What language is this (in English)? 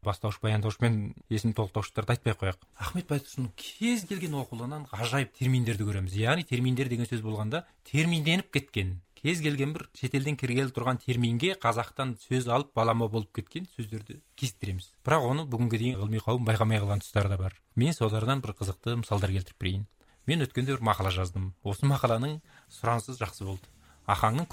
Kazakh